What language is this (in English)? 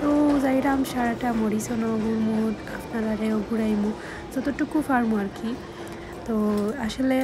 Sylheti